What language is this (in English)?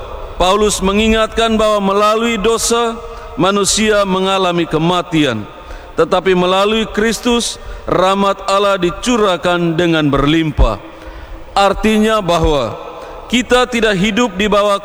Indonesian